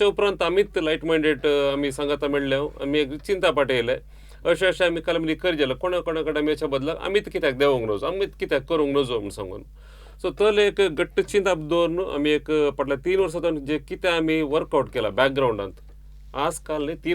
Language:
Konkani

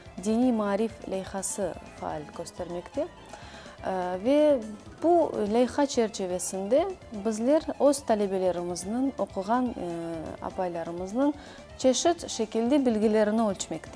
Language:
Crimean Tatar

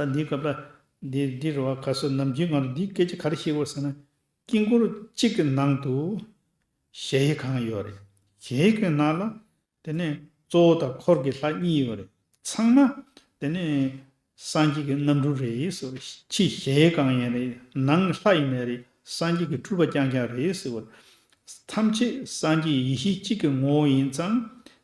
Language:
Tibetan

